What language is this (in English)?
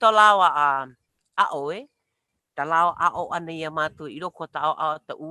Hawaiian